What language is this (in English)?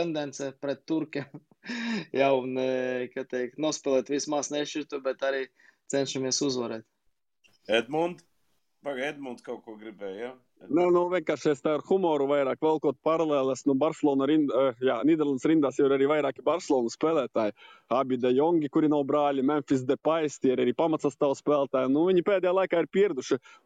Latvian